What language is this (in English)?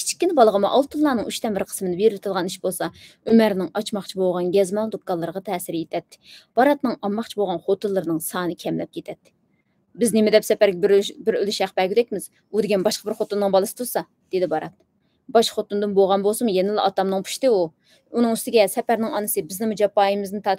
Uyghur